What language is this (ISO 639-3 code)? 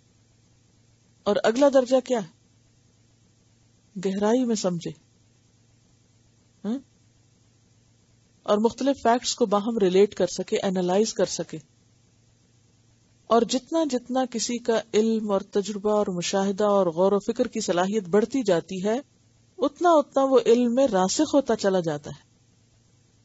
urd